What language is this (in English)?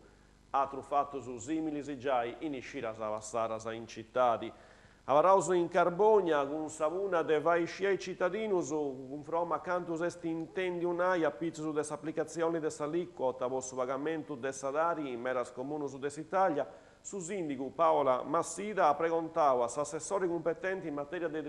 Sardinian